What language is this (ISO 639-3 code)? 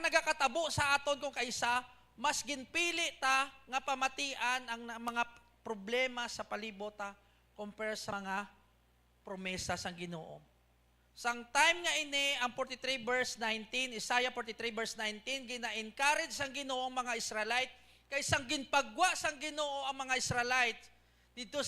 hil